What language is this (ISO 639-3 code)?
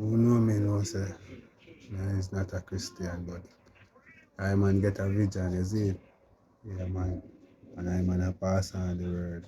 jam